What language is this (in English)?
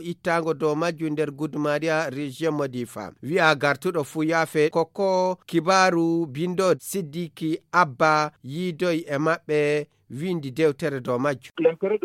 Fula